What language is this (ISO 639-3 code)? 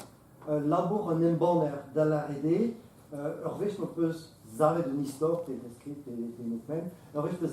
bre